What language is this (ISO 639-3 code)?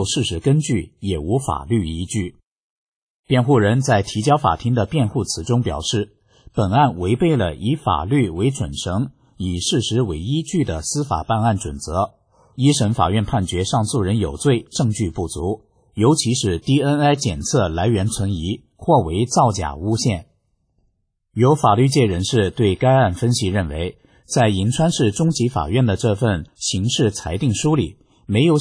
zho